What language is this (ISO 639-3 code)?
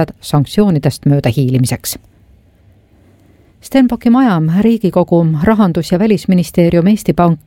est